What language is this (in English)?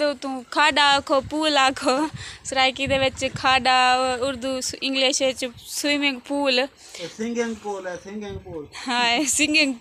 Saraiki